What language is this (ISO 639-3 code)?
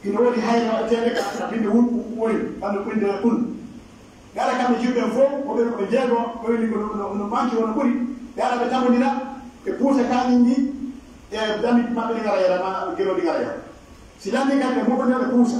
fuf